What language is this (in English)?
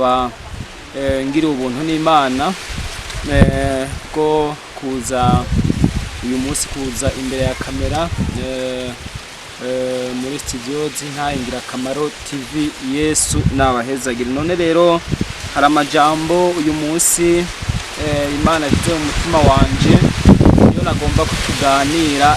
Rundi